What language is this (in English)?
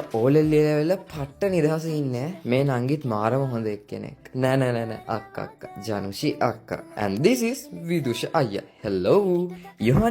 Sinhala